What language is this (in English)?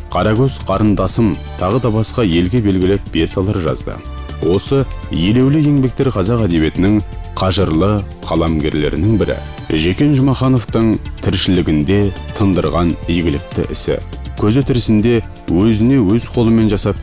Kazakh